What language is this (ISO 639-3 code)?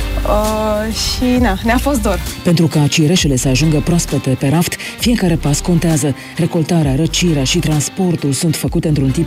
ron